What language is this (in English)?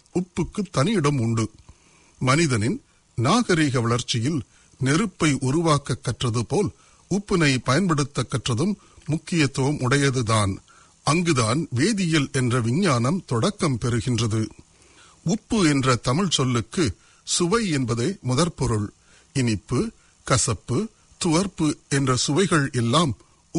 Tamil